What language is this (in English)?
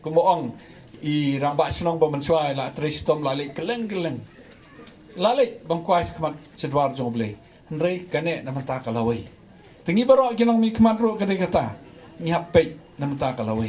Khasi